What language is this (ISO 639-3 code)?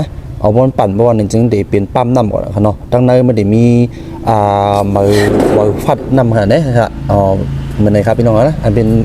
shn